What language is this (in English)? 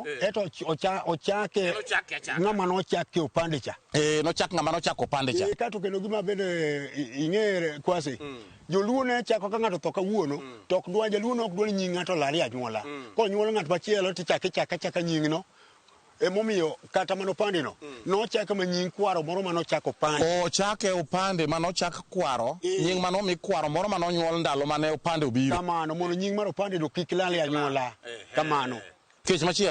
Luo (Kenya and Tanzania)